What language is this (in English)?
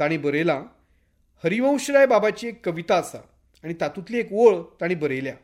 Konkani